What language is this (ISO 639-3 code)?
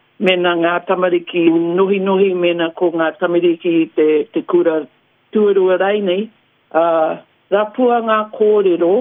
mri